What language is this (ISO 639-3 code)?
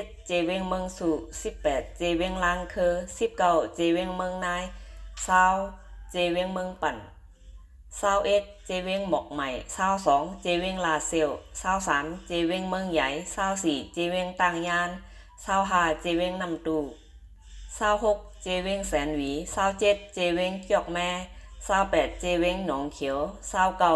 shn